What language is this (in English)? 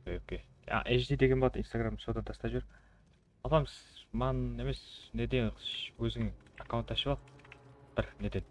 Kara-Kalpak